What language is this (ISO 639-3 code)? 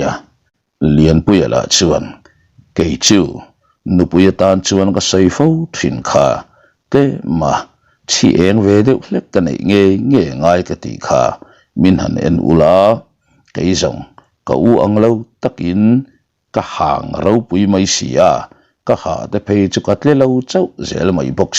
lus